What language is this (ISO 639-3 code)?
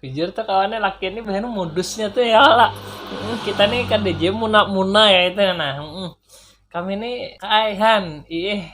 bjn